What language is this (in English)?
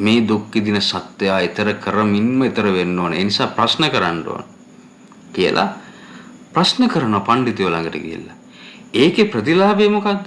Sinhala